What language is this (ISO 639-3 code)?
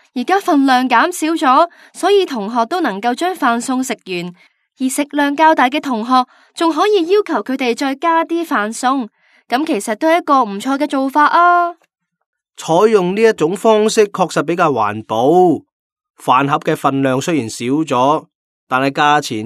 yue